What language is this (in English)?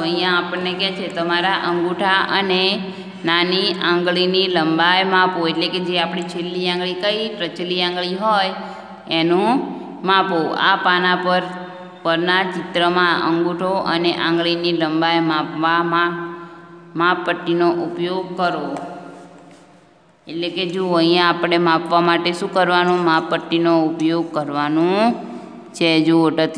Gujarati